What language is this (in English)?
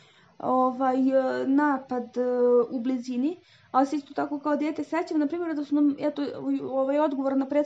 Serbian